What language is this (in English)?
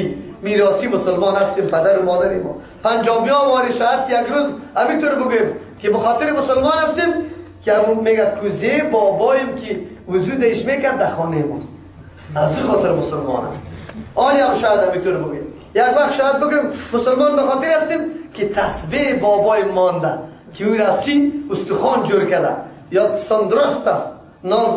Persian